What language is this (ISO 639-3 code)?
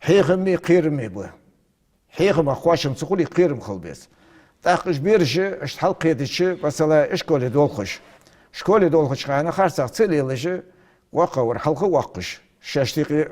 inh